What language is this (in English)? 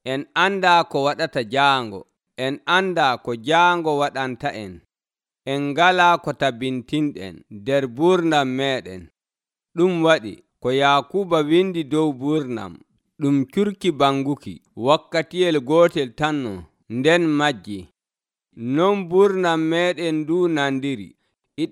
Nigerian Fulfulde